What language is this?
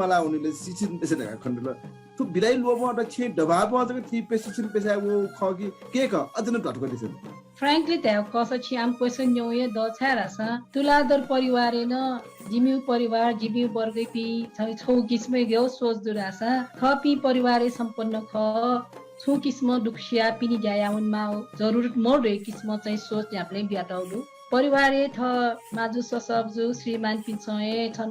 Newari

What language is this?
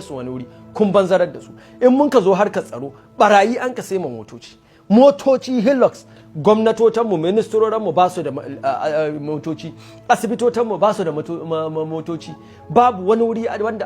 Hausa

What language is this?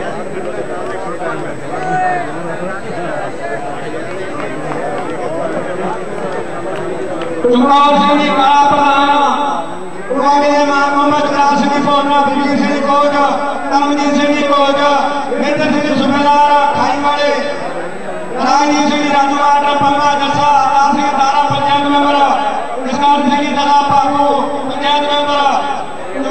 Punjabi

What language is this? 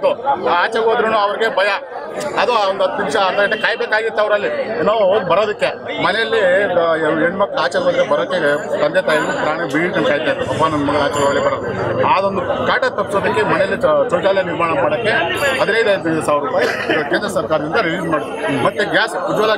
Kannada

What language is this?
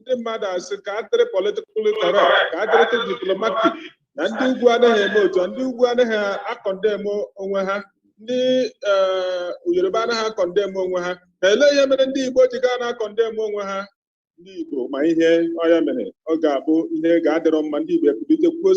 Igbo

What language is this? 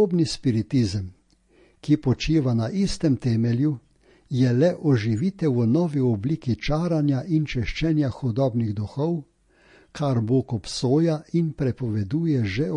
Slovenian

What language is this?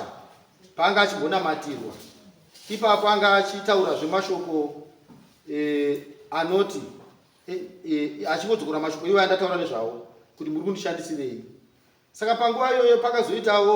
Shona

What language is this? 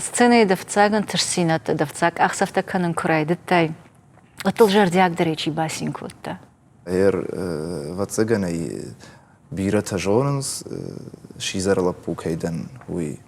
Ossetic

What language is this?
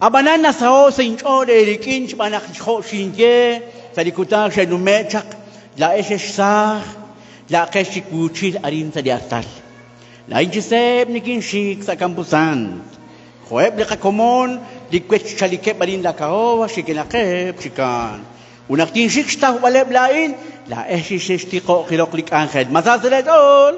Kekchí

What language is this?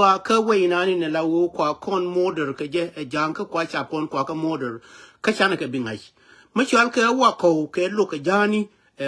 Nuer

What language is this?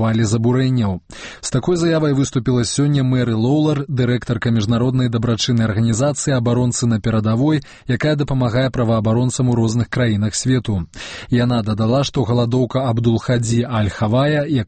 Belarusian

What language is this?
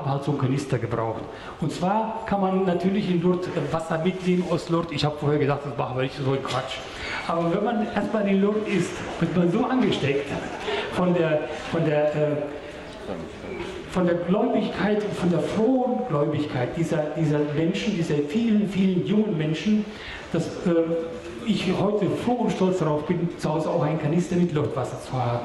German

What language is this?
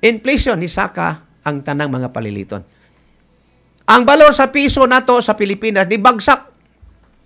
Cebuano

